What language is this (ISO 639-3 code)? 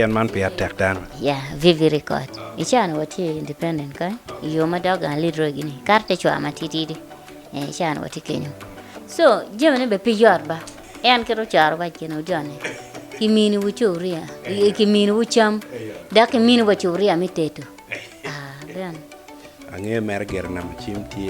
ach